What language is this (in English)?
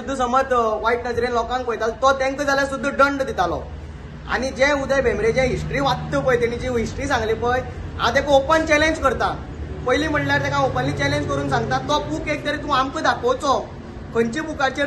Konkani